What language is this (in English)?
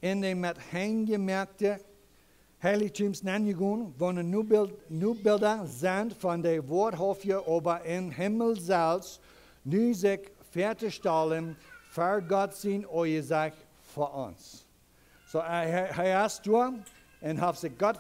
Plautdietsch